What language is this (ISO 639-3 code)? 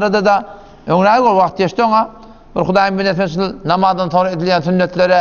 tuk